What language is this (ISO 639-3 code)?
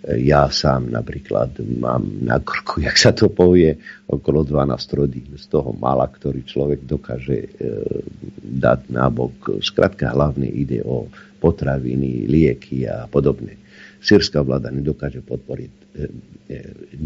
slk